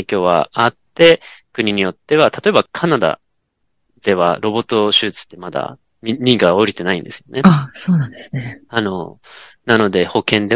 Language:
Japanese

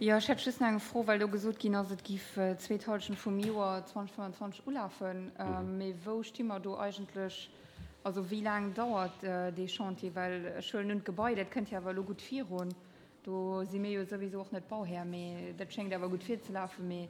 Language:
Luxembourgish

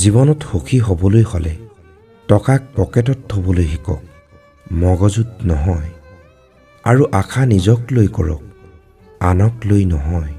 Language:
Assamese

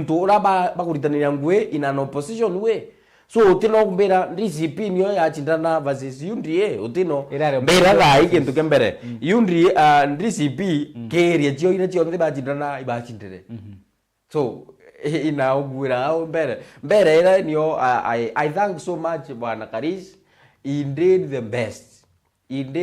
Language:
Meru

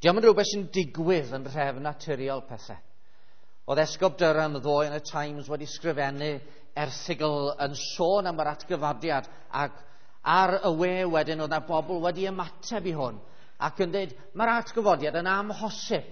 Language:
Welsh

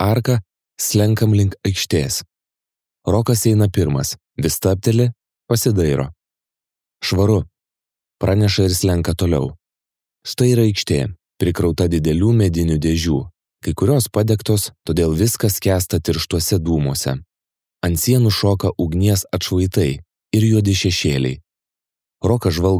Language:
Lithuanian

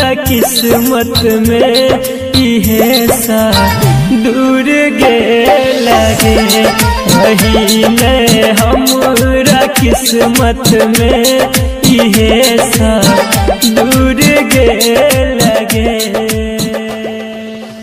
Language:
Bhojpuri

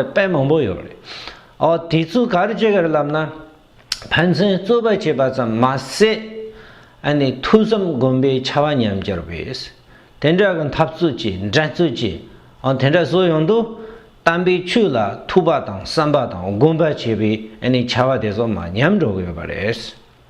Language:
Tibetan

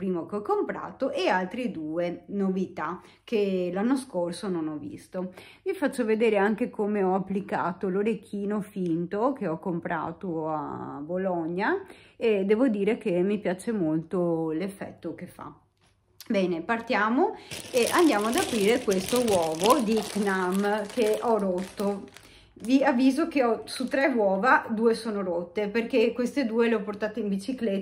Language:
Italian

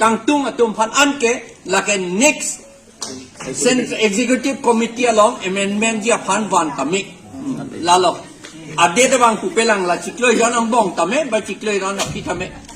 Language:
Karbi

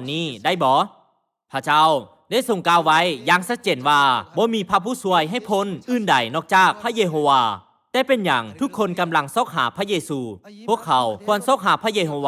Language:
Lao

